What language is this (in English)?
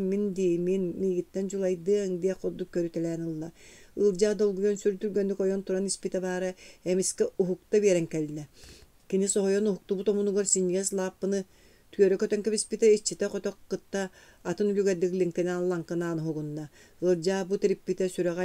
Yakut